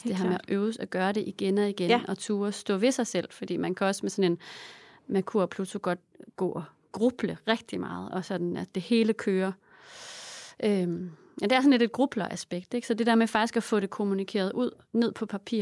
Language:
Danish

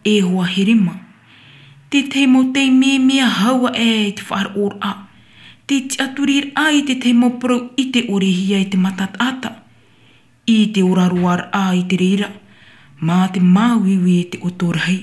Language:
Tahitian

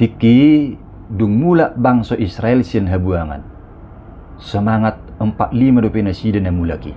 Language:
Batak Toba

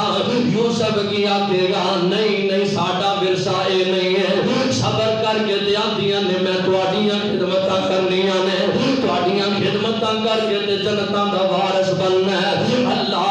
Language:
Western Panjabi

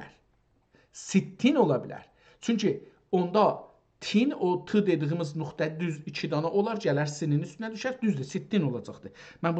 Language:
South Azerbaijani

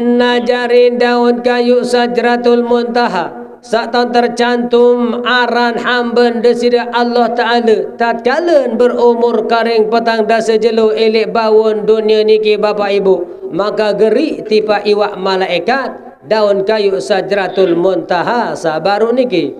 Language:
Sasak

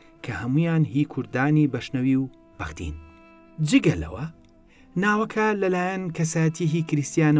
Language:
Central Kurdish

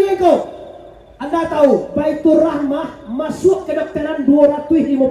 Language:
Minangkabau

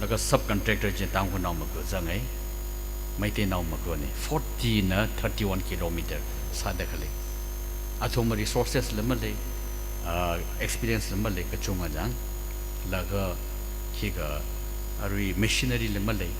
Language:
Tangkhul Naga (India)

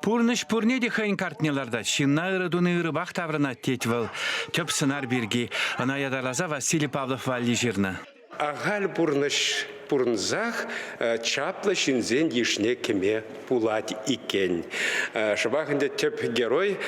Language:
Chuvash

